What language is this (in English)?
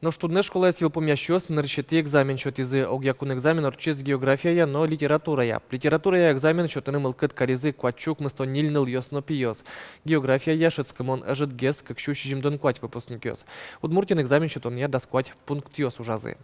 Udmurt